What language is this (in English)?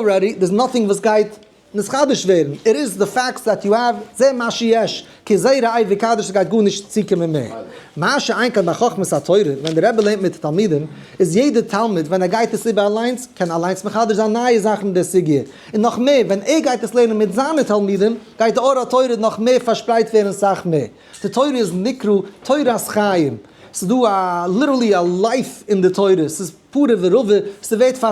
Yiddish